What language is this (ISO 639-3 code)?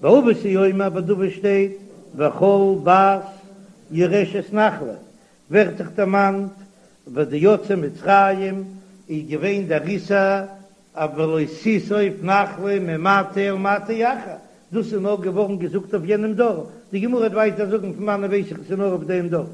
yid